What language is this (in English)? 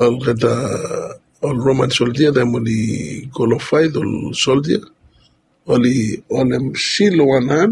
Bislama